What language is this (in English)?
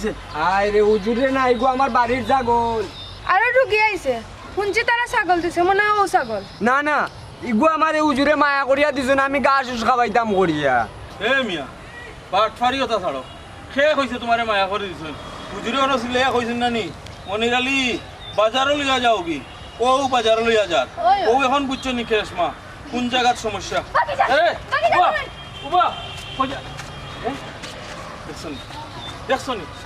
Sylheti